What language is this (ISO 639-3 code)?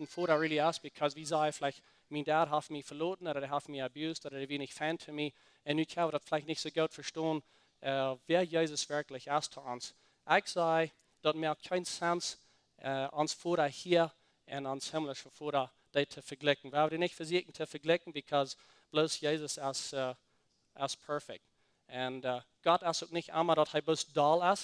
pdt